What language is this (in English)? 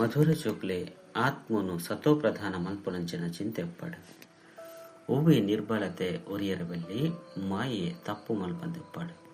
Tulu